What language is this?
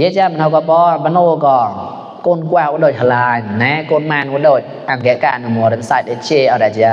Mon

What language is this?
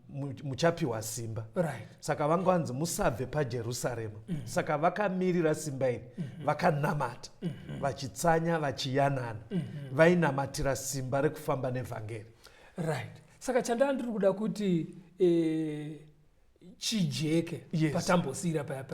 Shona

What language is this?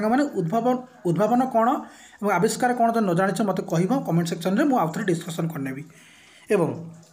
Odia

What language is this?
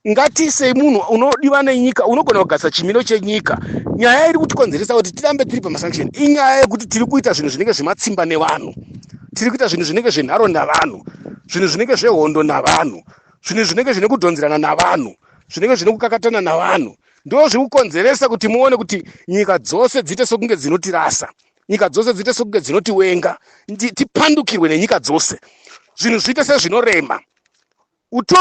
Shona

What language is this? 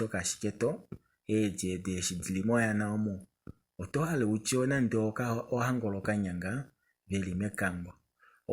Kuanyama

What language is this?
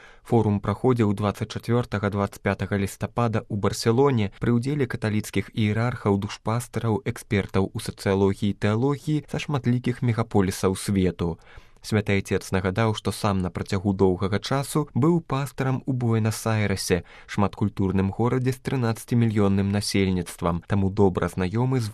Belarusian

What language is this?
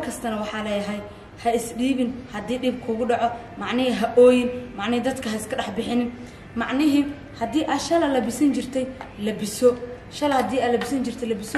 Somali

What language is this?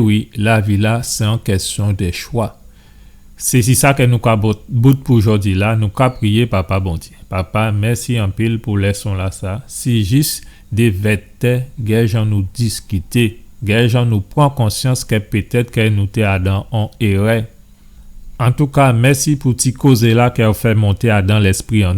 Guadeloupean Creole French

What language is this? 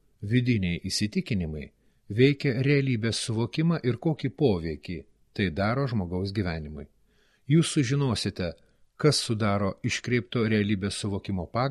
Lithuanian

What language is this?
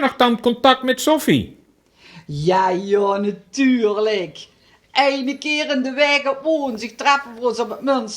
Limburgish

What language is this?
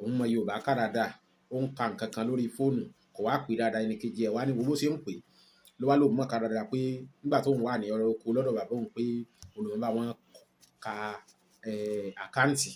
Yoruba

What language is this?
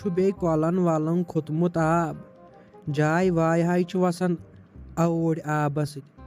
Kashmiri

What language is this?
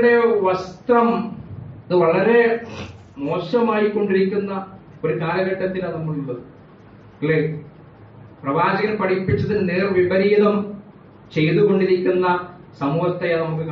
Malayalam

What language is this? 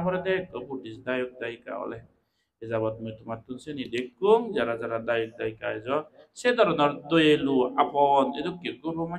Chakma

